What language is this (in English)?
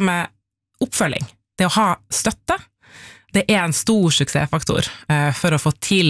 Norwegian